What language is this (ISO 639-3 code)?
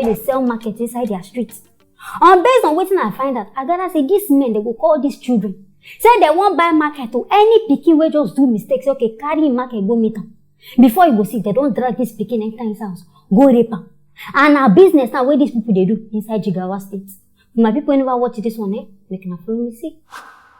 pcm